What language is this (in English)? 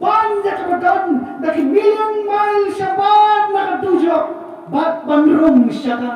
Khasi